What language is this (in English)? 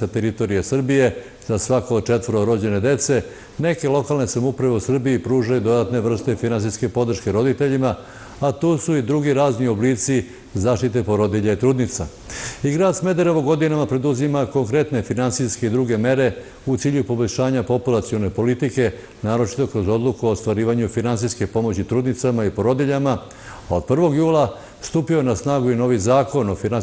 Serbian